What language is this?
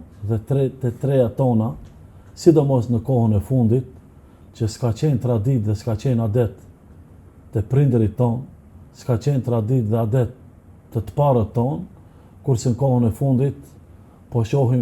Albanian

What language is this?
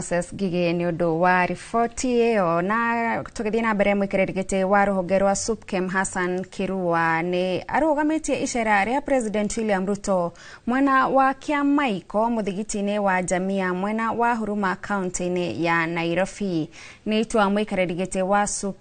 Kikuyu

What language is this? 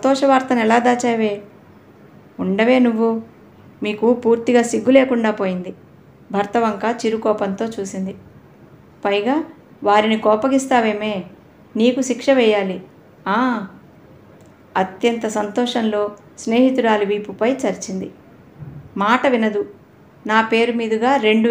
Telugu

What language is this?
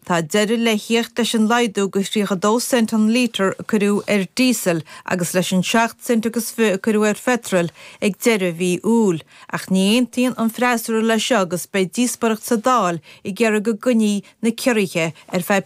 Irish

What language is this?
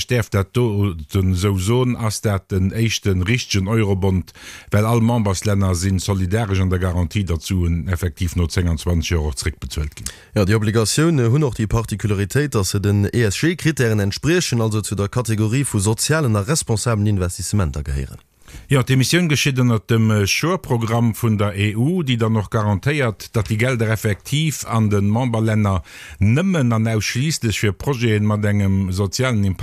Luxembourgish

